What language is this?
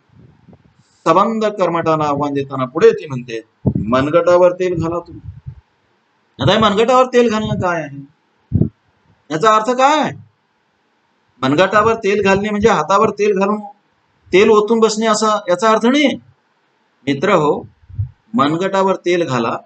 Marathi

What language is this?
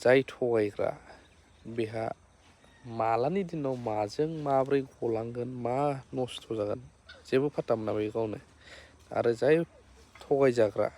Bodo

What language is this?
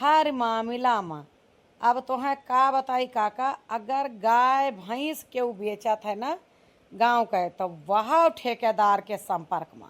Awadhi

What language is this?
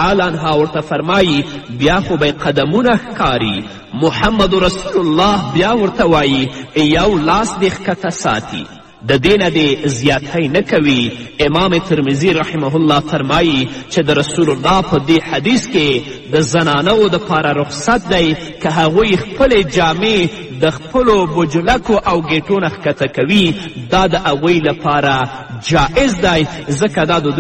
Pashto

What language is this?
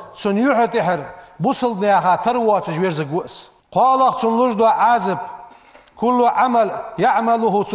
Ingush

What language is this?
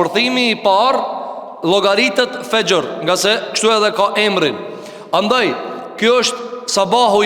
Albanian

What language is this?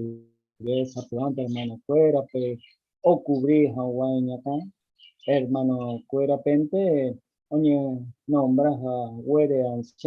Guarani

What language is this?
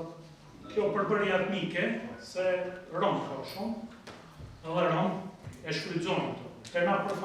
Albanian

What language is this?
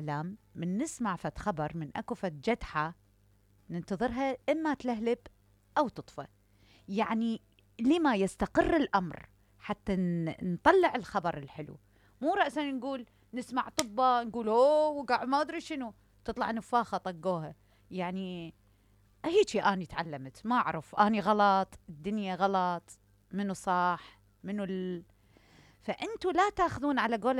Mesopotamian Arabic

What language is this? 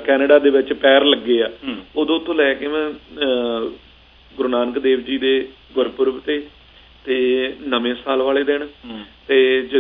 Punjabi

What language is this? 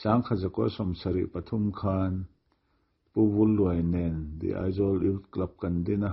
Mizo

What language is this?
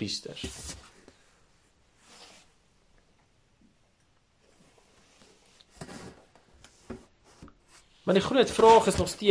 Afrikaans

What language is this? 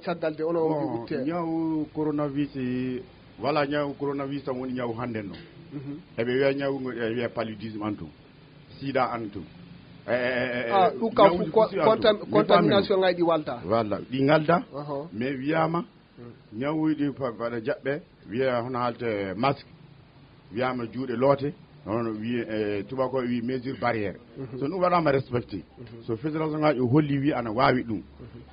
Fula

